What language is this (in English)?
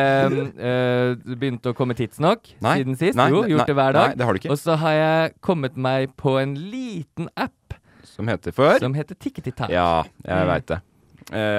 Norwegian